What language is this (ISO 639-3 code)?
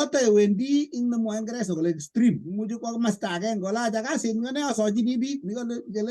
kln